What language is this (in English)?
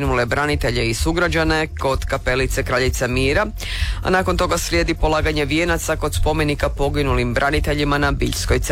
Croatian